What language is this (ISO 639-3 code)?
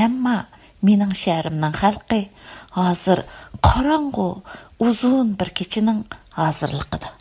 uig